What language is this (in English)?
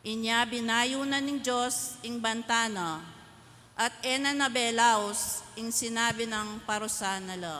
Pampanga